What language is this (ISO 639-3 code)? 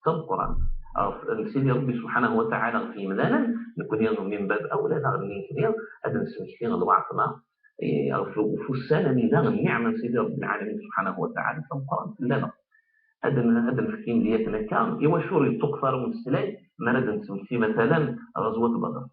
kab